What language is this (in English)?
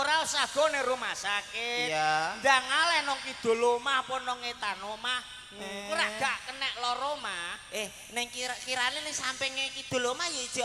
Javanese